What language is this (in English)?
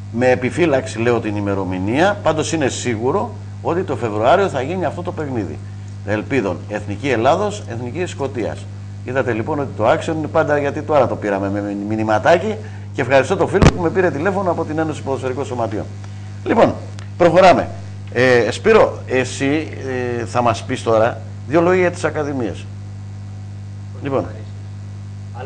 Greek